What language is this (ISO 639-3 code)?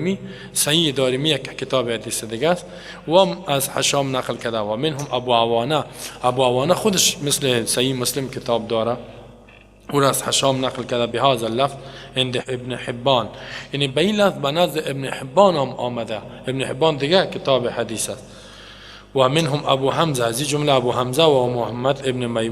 fas